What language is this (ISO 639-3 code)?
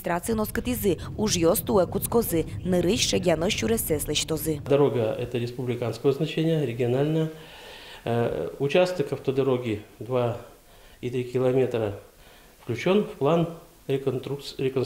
udm